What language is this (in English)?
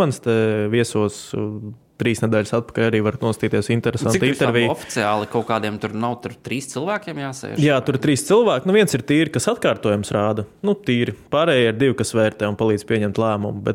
Latvian